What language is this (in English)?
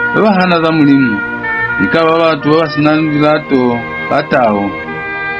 Lozi